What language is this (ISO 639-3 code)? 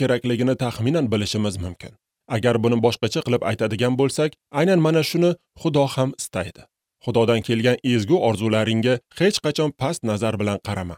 uzb